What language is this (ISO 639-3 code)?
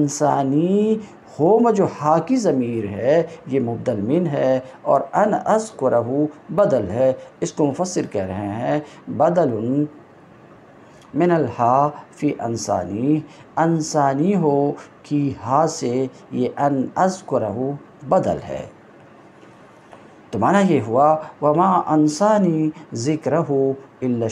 urd